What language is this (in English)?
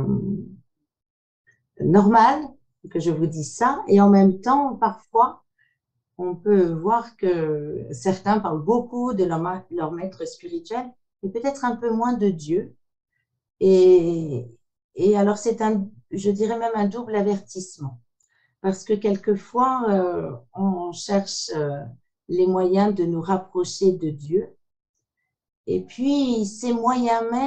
French